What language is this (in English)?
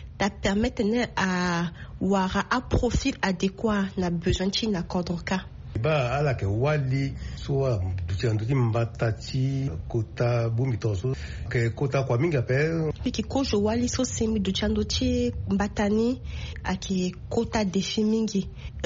Sango